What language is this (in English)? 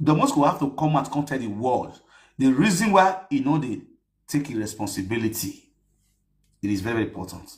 Nigerian Pidgin